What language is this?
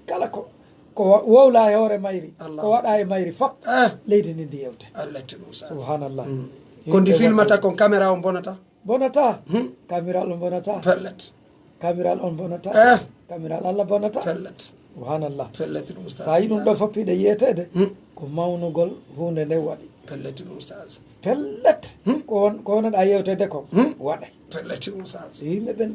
Pular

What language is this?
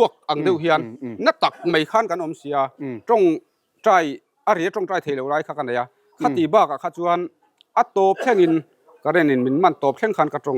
Mizo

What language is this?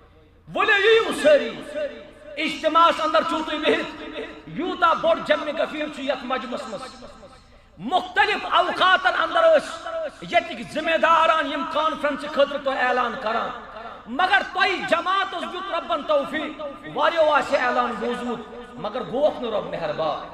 Kashmiri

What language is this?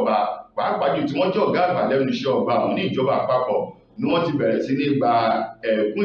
Yoruba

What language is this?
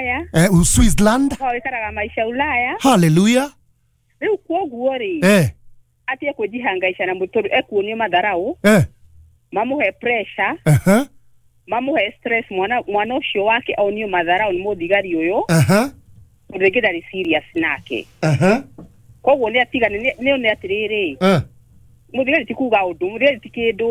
Kikuyu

